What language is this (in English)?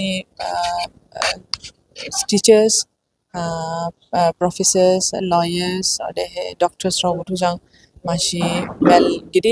Dimasa